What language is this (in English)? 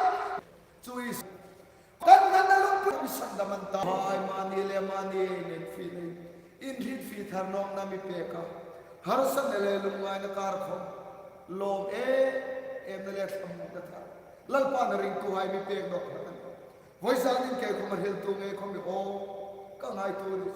Hmar